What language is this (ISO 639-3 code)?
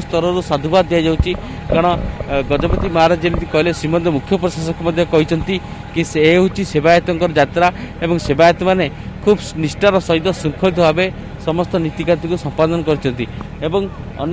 ori